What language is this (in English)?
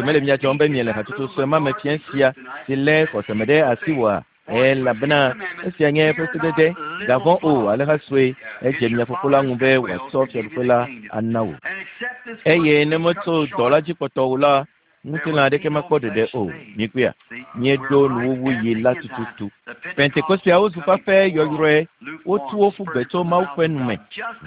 Ewe